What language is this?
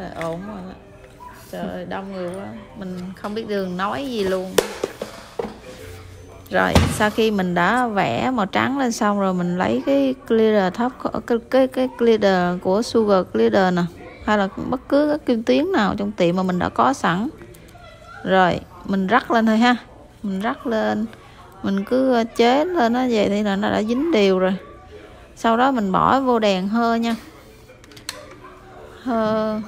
Vietnamese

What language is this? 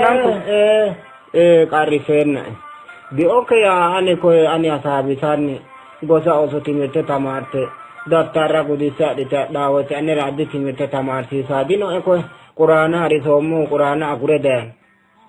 Sidamo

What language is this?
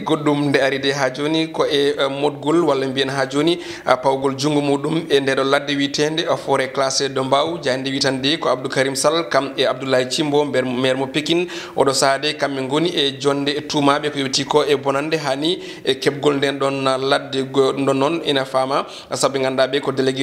Fula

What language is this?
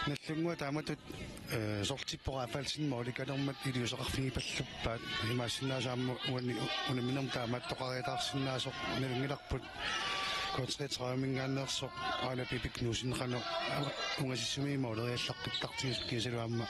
Kalaallisut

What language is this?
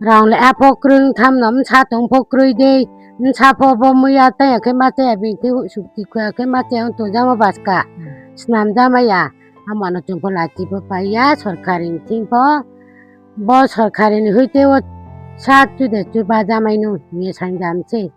Riang (India)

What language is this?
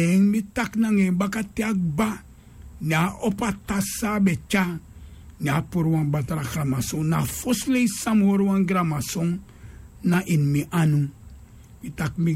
Sranan Tongo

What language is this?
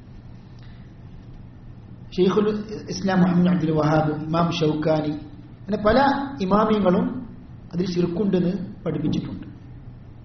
Malayalam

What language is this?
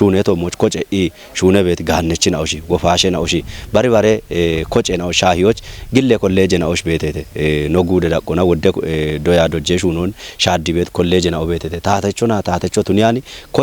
Kafa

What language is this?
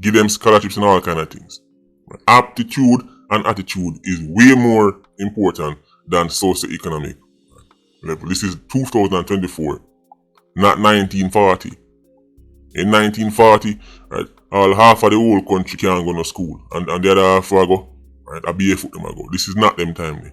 Jamaican Creole English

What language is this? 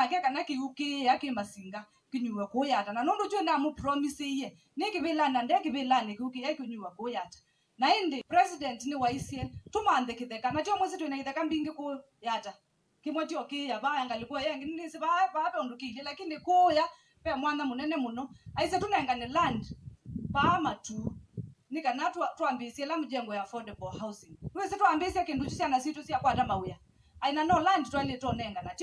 Kamba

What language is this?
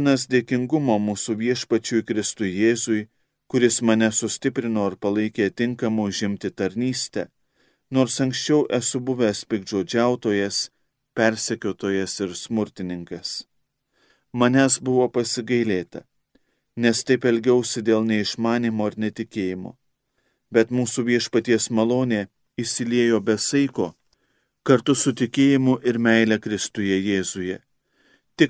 Lithuanian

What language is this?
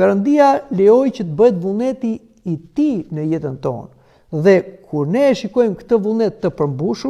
Albanian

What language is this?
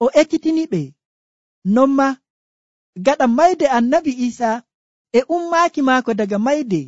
Nigerian Fulfulde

